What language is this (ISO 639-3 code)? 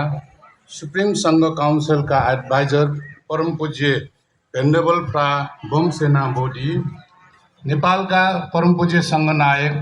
nep